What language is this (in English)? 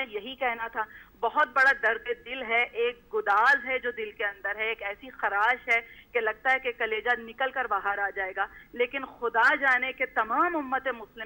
Urdu